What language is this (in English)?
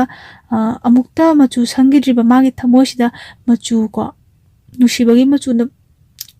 Manipuri